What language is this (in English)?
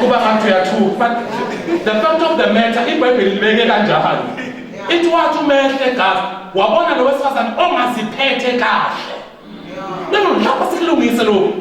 Zulu